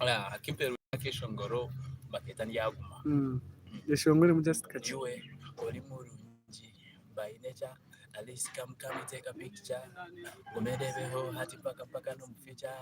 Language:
Nyankole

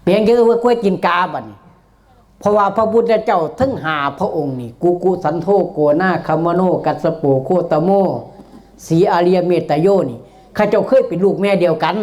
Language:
Northeastern Thai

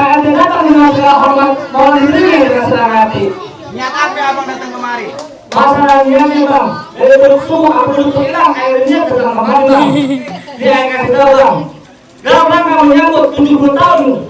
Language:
Betawi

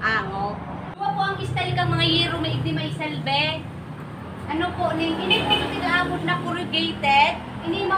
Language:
Bikol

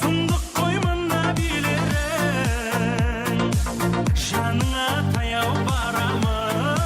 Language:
Kara-Kalpak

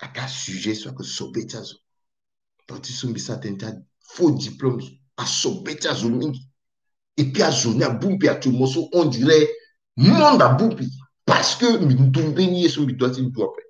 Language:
Sango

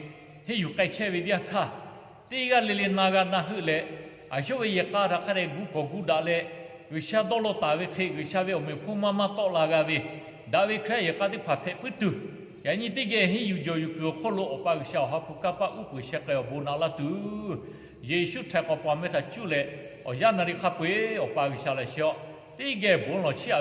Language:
Lahu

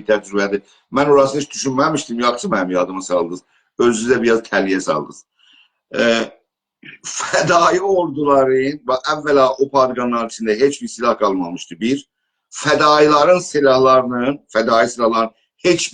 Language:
South Azerbaijani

